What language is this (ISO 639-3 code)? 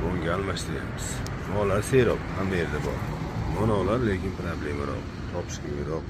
uzb